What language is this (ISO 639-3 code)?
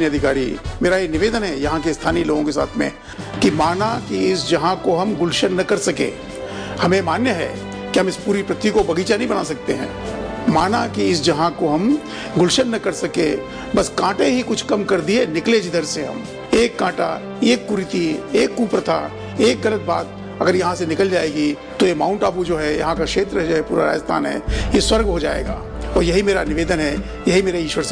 hin